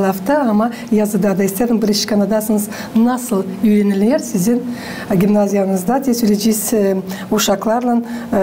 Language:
Gagauz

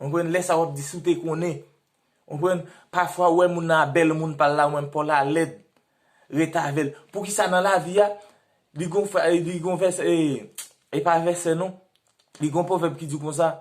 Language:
Haitian Creole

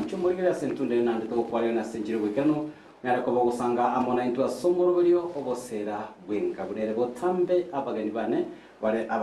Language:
Gusii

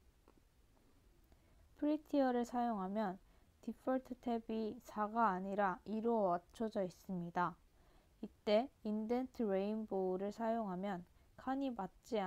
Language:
Korean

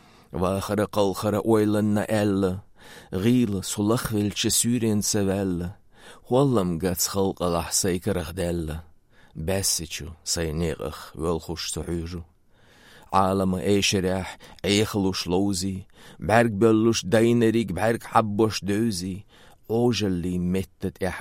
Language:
Chechen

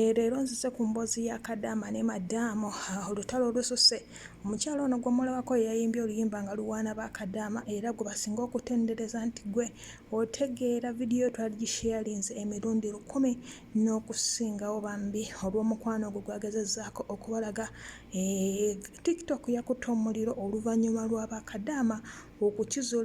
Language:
Ganda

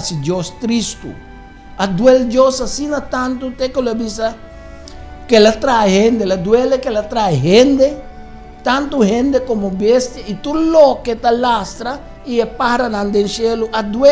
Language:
Papiamento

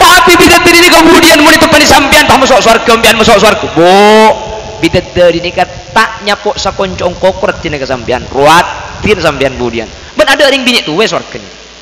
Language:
Madurese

